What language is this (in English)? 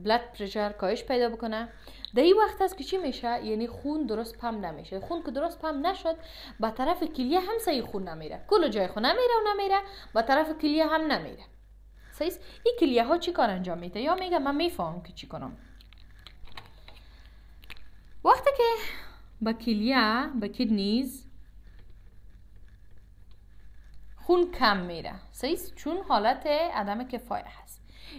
Persian